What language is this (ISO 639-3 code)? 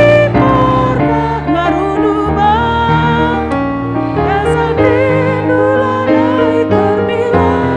btx